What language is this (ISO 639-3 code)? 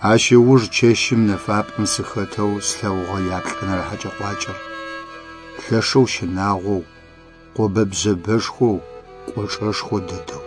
ady